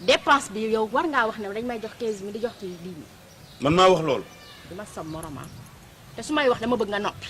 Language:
Wolof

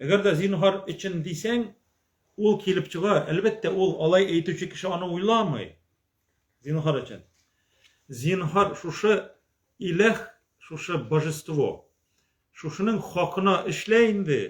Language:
Tatar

